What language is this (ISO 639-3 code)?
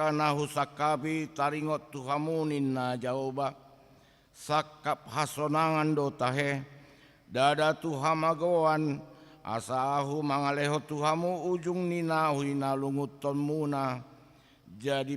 bbc